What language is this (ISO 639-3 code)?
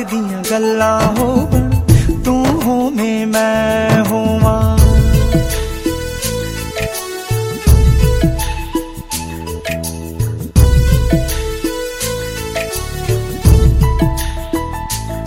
pan